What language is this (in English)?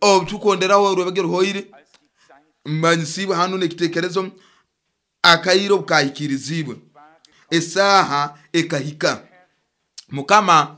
Nyoro